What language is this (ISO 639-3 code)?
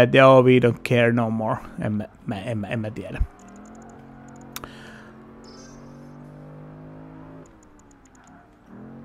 fin